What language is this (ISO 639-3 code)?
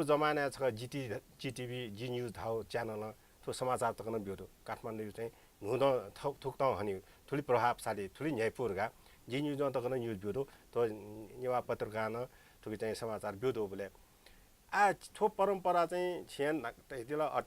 new